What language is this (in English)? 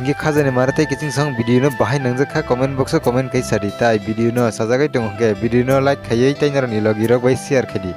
Kok Borok